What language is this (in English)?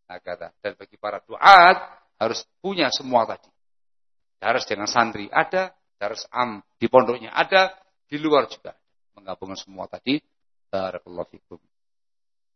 Indonesian